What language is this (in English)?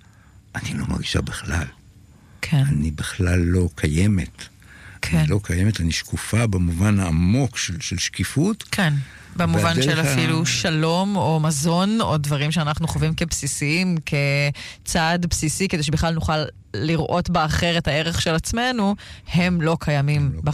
Hebrew